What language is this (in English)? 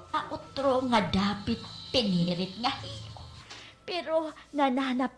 Waray